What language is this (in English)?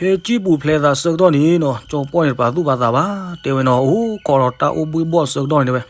S'gaw Karen